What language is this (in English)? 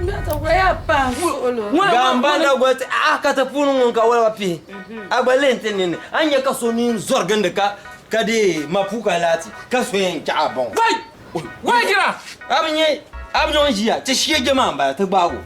Dagbani